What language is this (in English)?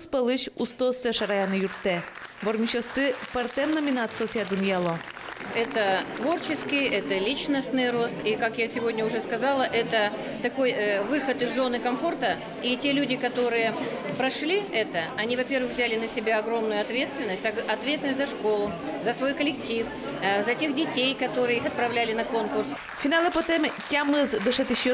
Udmurt